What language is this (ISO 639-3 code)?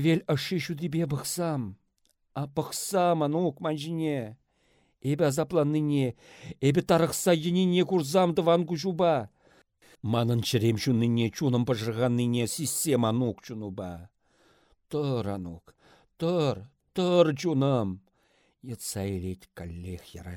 chv